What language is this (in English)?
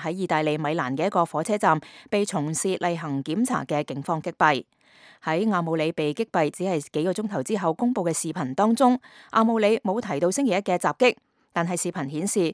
Cantonese